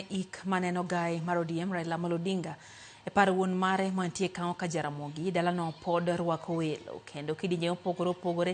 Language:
Luo (Kenya and Tanzania)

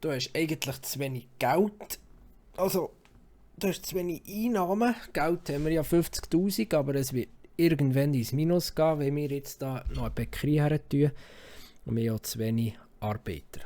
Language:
Swiss German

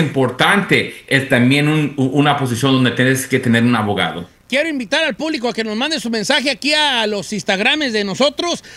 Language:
Spanish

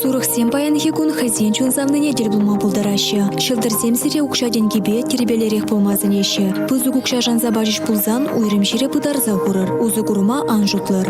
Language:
Chuvash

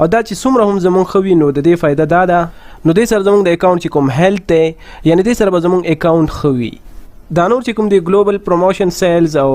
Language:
Pashto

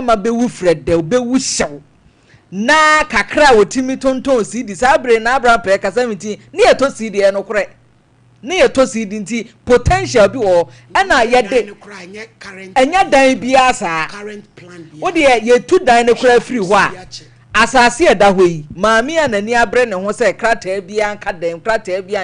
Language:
Akan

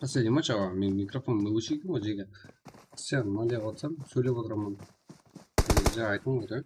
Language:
Kara-Kalpak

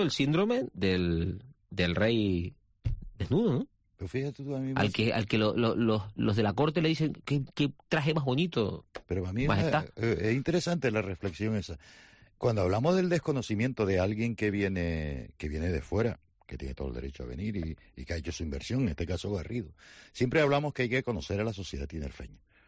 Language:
Spanish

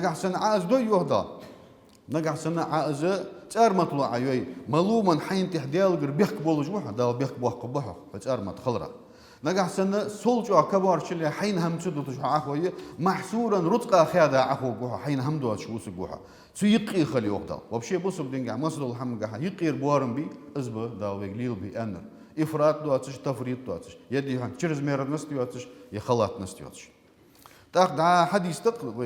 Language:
Ingush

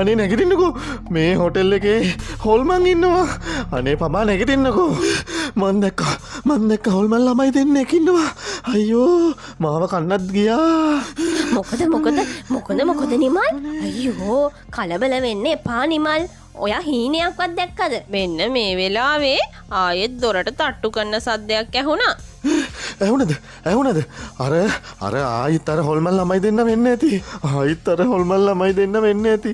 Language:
Sinhala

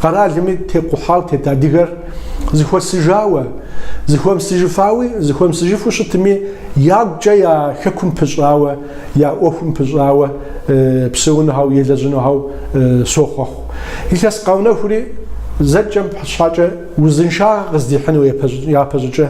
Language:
Kabardian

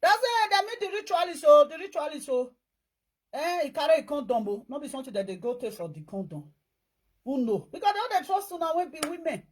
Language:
Nigerian Pidgin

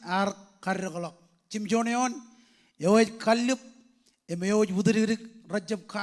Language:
Marshallese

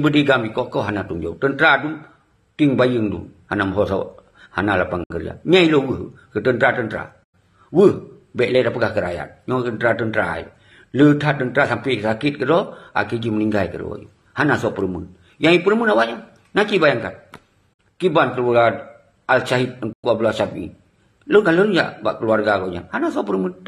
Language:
Achinese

